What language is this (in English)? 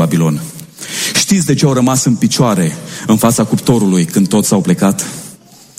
Romanian